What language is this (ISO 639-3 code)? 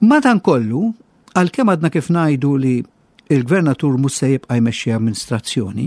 mlt